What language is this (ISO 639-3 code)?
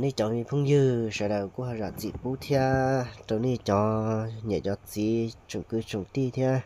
hmn